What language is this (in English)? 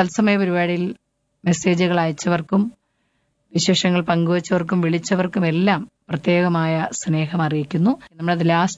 Malayalam